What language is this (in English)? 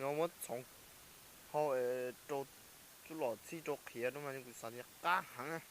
Hmong